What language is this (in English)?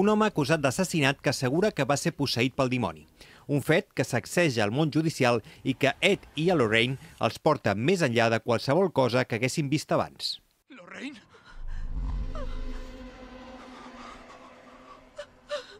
Catalan